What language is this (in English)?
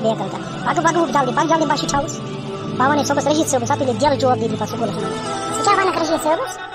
Kashmiri